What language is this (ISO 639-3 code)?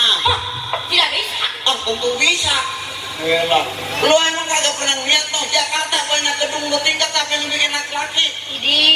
bew